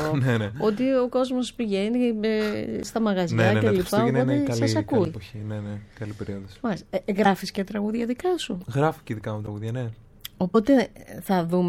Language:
Greek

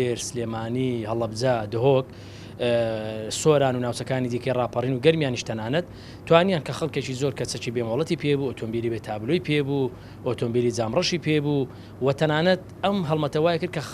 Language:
Central Kurdish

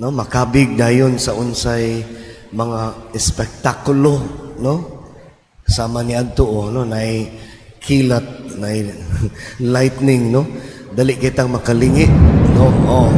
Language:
Cebuano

